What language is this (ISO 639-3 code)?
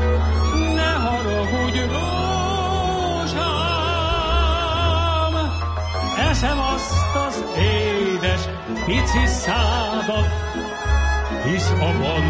hun